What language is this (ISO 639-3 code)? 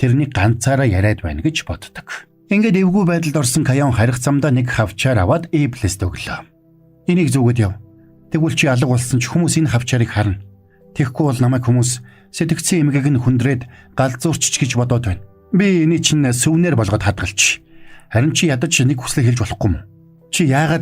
mon